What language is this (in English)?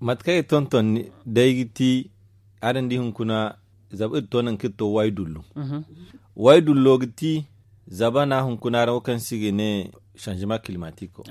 Zarma